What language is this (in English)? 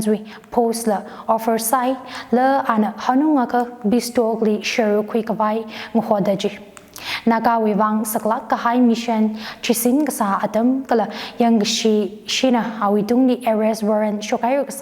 Tangkhul Naga (India)